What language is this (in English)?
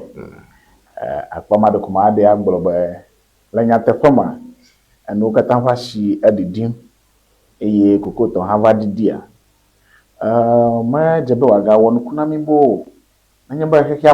Ewe